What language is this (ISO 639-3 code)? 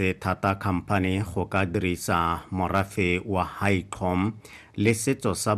tsn